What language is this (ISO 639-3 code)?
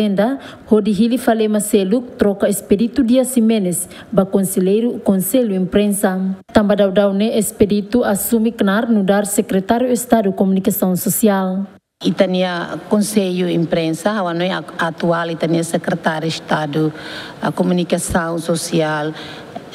tet